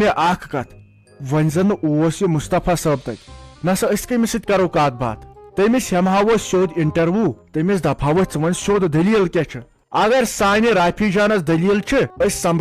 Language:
Kashmiri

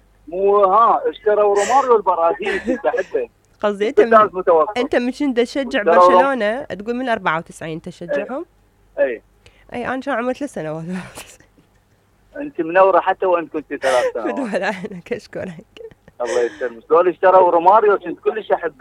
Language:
Mesopotamian Arabic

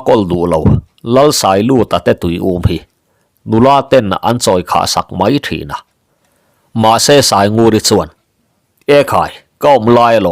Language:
Mizo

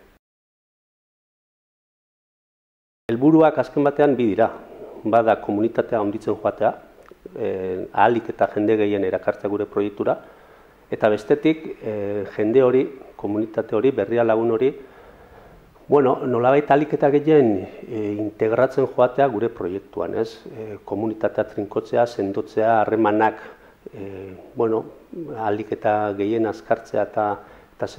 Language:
Basque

